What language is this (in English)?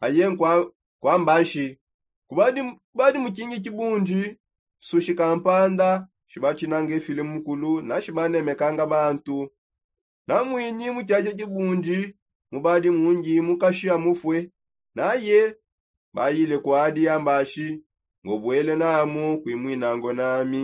Songe